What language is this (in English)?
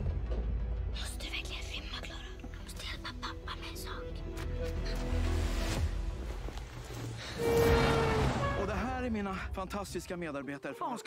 Swedish